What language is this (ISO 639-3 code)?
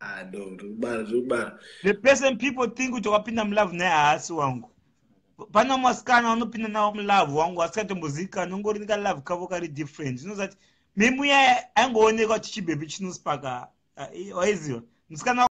sna